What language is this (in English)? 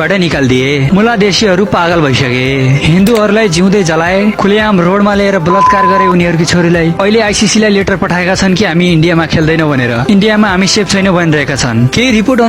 Nepali